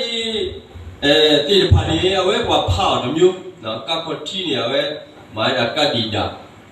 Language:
S'gaw Karen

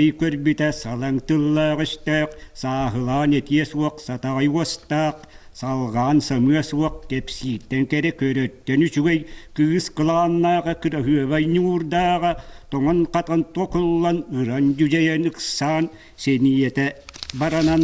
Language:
Yakut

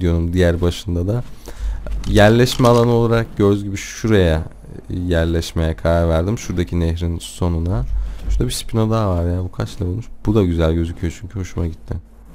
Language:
Turkish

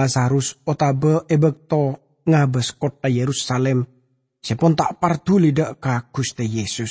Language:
Madurese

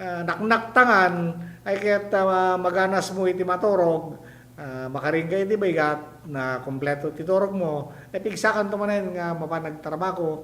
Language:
Iloko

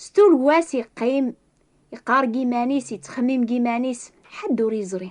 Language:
Kabyle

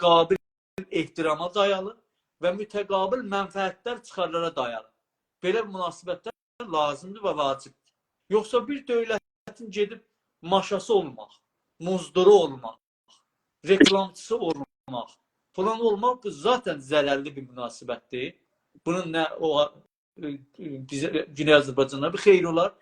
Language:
South Azerbaijani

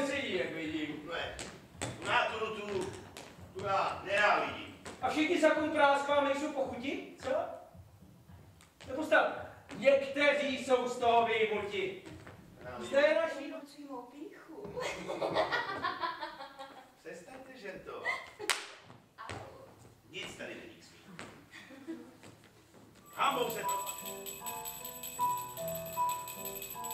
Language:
Czech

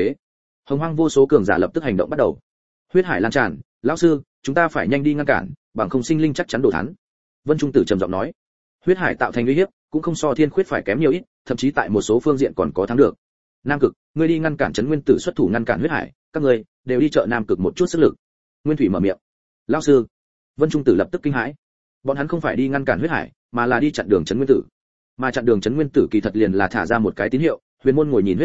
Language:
Vietnamese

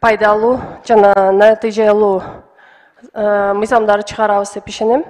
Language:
Kyrgyz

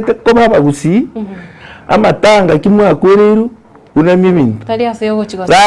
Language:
Gusii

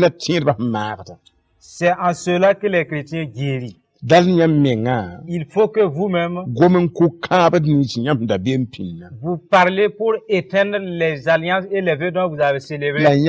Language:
Mossi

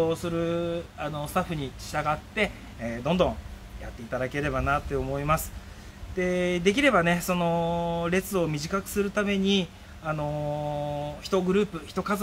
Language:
Japanese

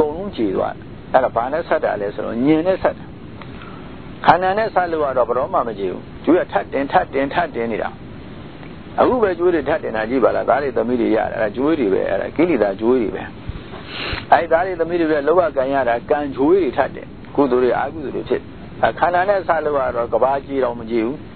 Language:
Burmese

